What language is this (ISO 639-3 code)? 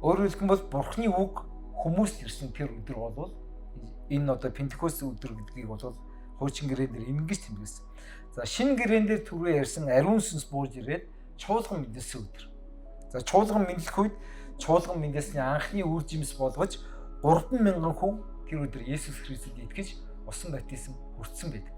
mon